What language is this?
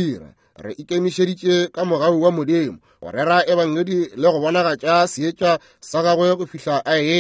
Northern Sotho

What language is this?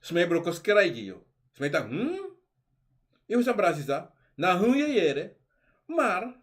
Sranan Tongo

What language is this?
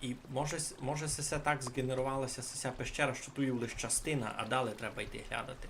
Rusyn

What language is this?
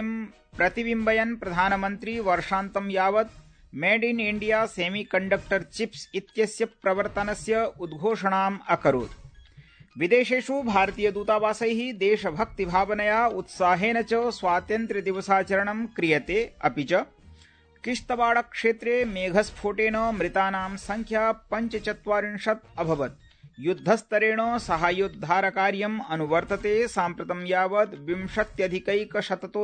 Sanskrit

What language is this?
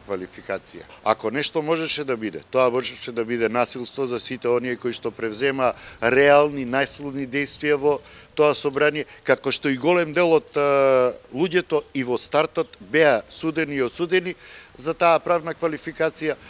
Macedonian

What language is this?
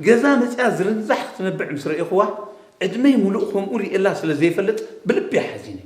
Tigrinya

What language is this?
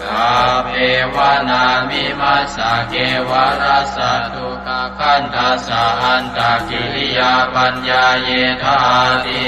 Pali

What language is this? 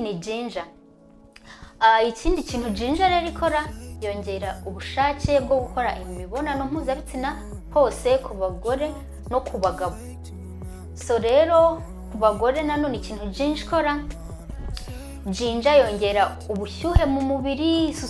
Kinyarwanda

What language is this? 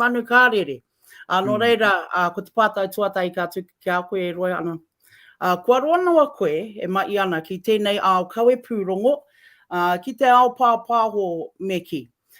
Māori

